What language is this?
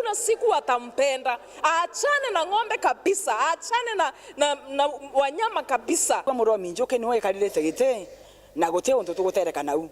Meru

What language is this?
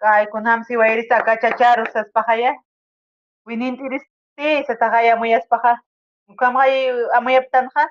Aymara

